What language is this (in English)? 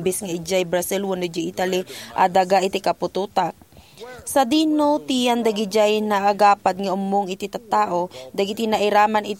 Iloko